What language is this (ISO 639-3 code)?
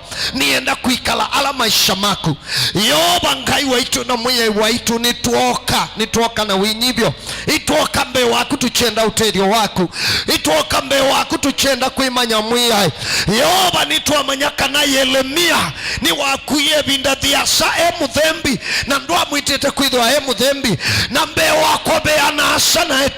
kam